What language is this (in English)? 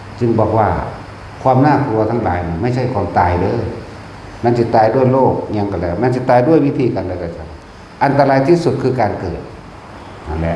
Northeastern Thai